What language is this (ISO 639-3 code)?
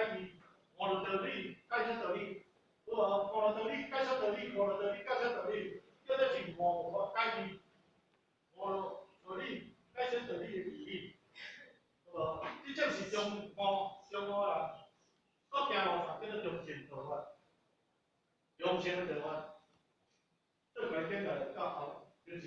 nan